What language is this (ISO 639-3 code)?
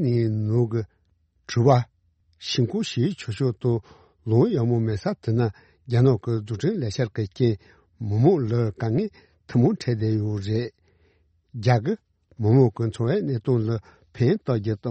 bod